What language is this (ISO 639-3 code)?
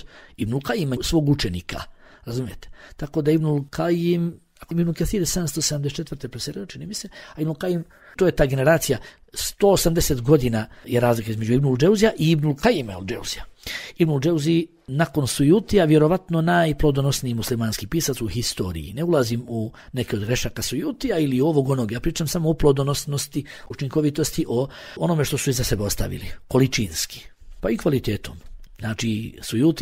bos